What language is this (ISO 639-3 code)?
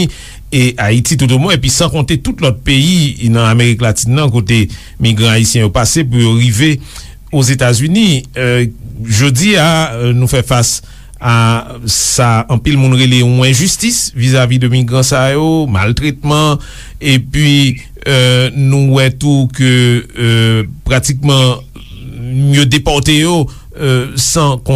hat